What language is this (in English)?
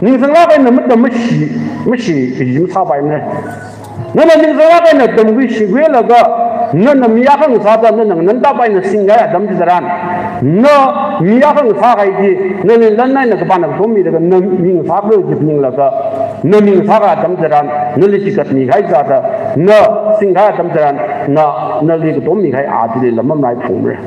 Tangkhul Naga (India)